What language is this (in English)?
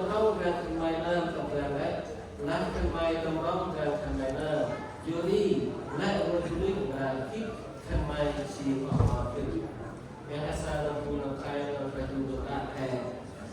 Central Mnong